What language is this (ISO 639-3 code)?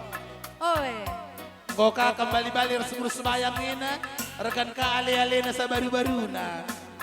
btx